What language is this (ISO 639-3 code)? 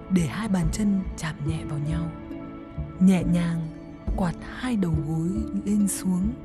vie